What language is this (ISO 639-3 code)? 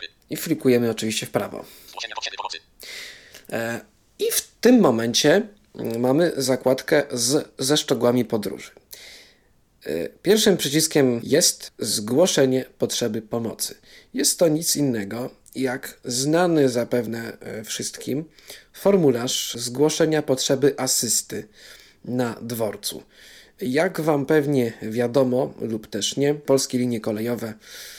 pol